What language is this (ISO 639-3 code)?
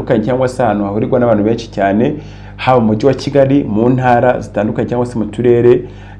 kin